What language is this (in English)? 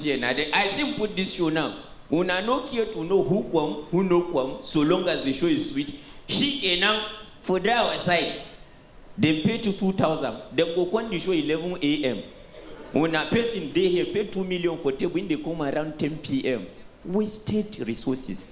Nigerian Pidgin